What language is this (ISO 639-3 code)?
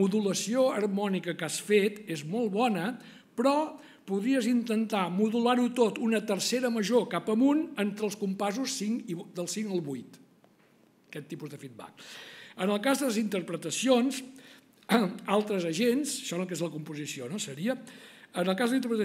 cat